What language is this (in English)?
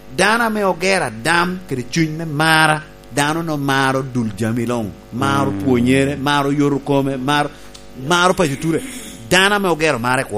Lango (Uganda)